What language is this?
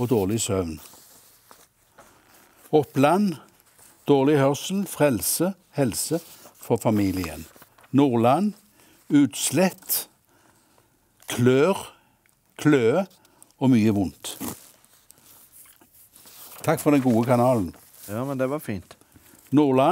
Norwegian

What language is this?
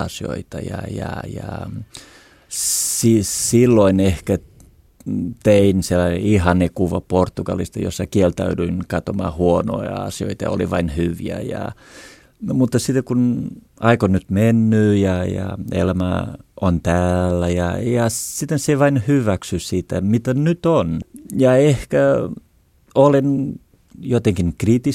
Finnish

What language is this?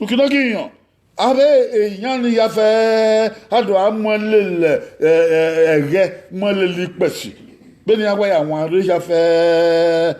Bini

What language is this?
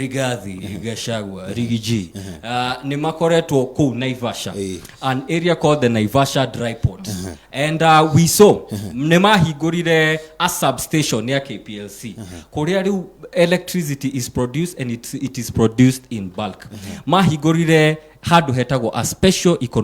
Kikuyu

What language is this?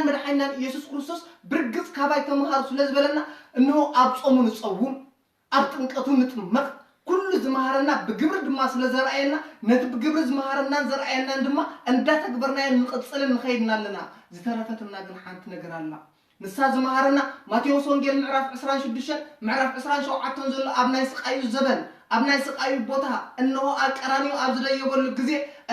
Tigrinya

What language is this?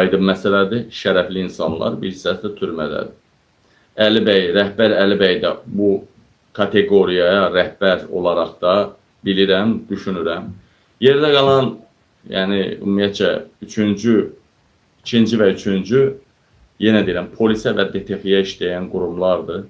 Azerbaijani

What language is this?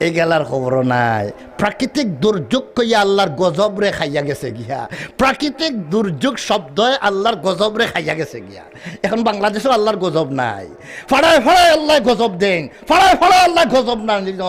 Sylheti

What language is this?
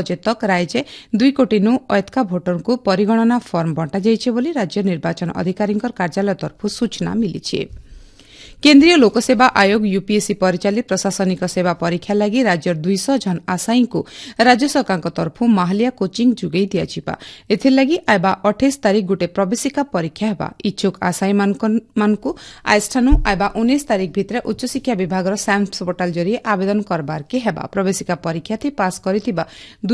Odia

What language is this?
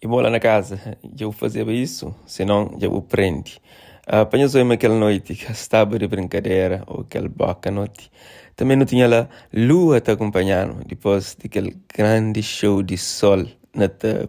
Kabuverdianu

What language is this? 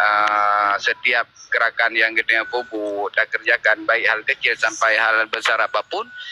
Achinese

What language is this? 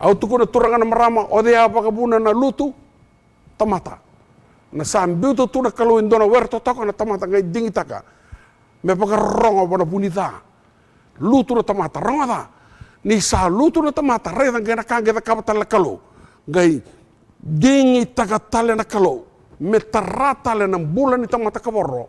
Fijian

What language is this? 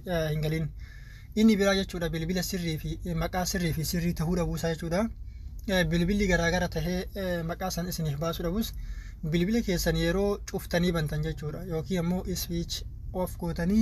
Oromo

